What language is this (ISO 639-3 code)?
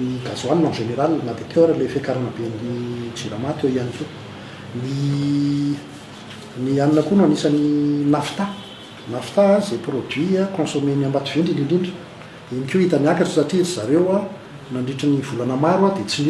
mlg